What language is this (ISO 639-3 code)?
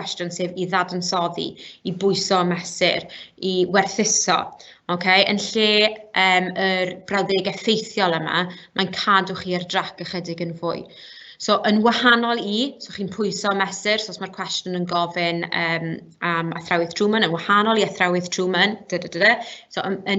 cym